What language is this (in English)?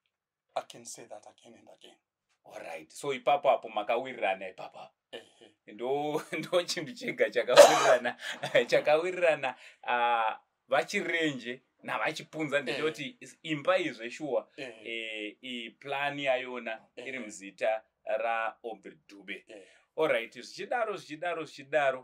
Shona